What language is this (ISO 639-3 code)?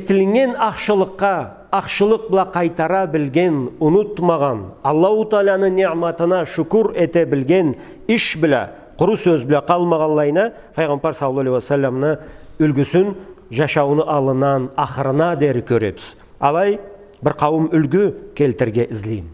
krc